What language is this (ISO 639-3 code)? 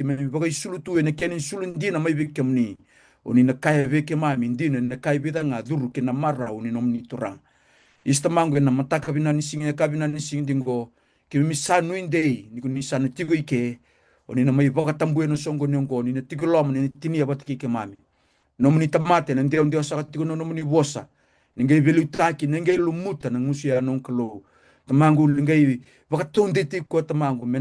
fij